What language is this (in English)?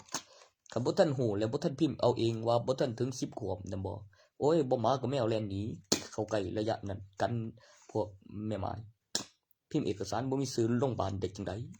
Northeastern Thai